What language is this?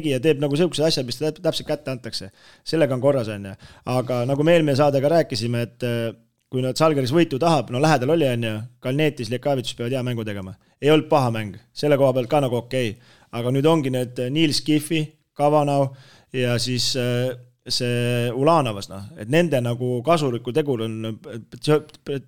Estonian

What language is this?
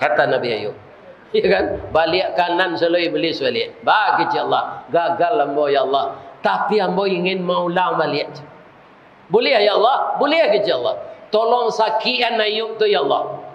Minangkabau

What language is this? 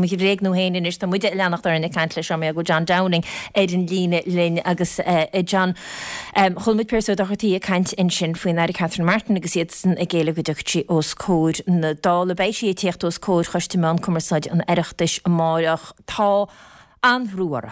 Irish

